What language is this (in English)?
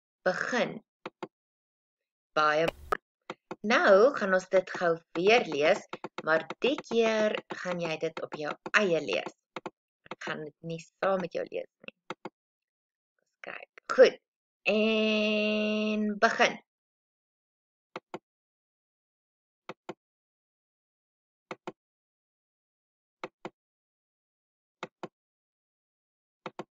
Afrikaans